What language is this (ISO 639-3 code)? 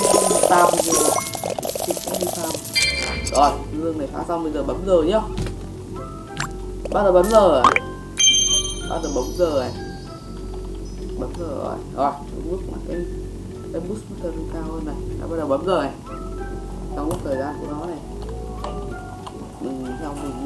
vie